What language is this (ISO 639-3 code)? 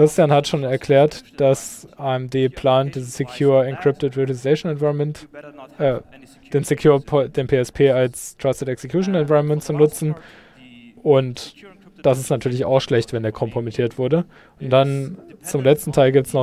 deu